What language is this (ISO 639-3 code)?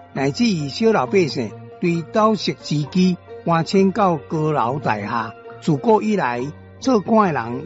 nan